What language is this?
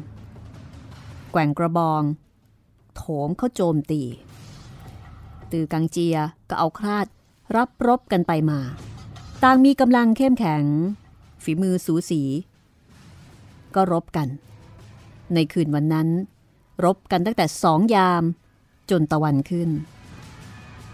Thai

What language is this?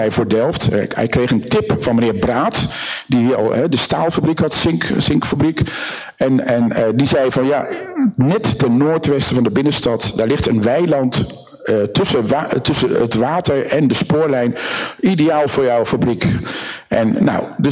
Dutch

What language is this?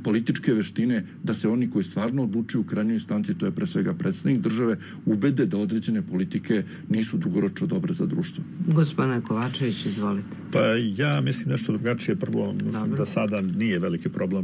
Serbian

